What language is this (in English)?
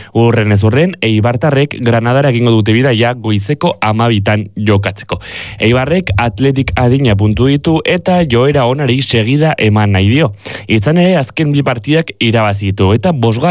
Basque